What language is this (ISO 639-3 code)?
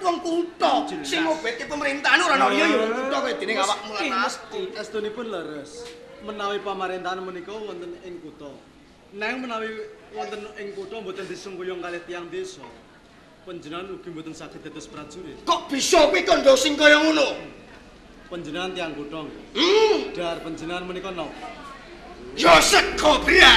jav